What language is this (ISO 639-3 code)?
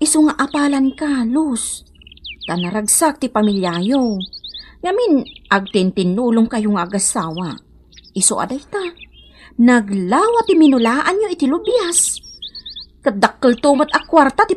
ilo